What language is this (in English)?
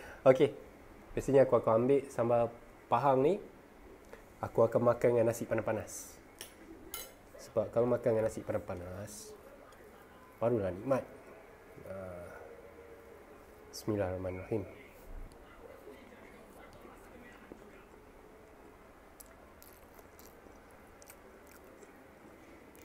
Malay